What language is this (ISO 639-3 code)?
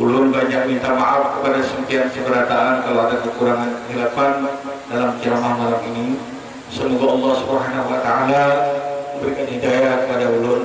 bjn